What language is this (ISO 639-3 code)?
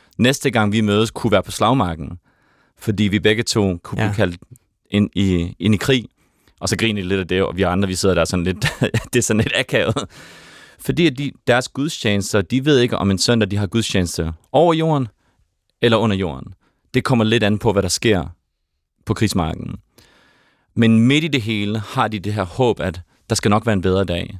dan